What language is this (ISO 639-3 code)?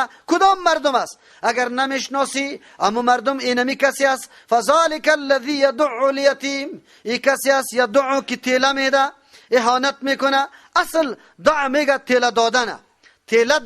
fas